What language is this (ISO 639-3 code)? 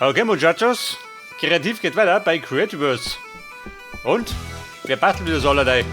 bar